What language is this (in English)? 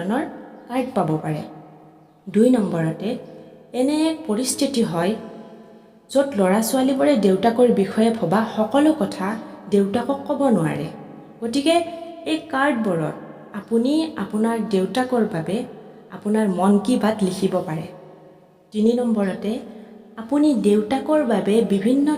Assamese